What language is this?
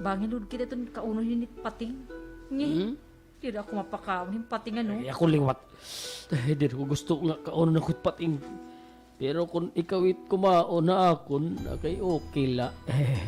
Waray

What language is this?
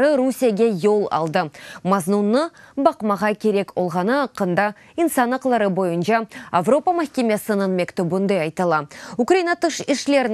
Crimean Tatar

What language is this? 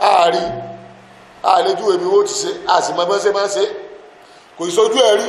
Yoruba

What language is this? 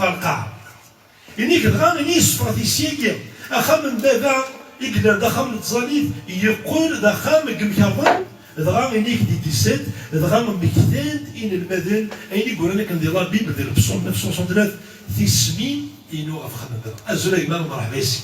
Kabyle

